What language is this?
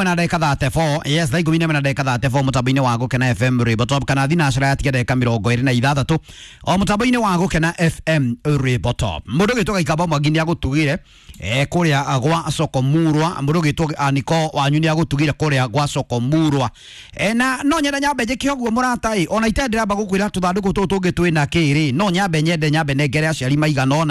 Kikuyu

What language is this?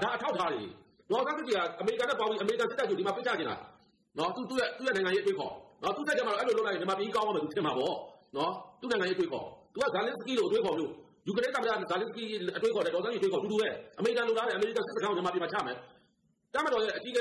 Burmese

